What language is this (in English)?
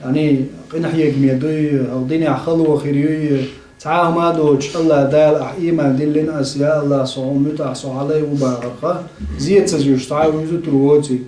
Chechen